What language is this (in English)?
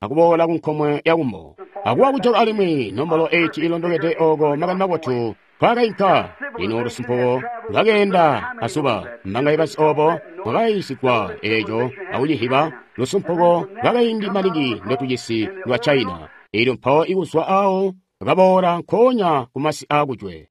Tonga (Zambia)